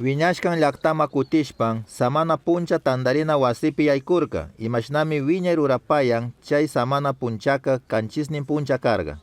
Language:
Chimborazo Highland Quichua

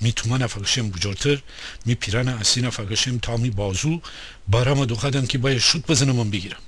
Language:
Gilaki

